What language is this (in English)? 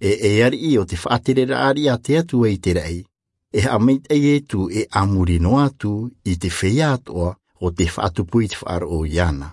Tahitian